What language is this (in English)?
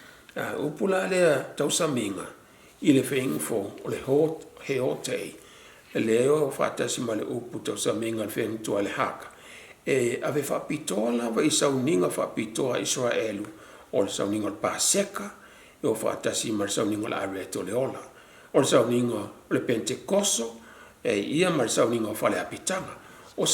Samoan